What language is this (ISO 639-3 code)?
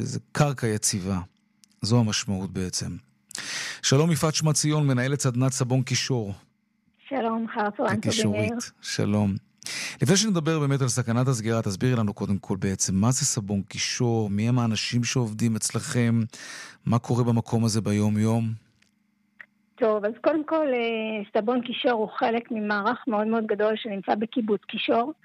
heb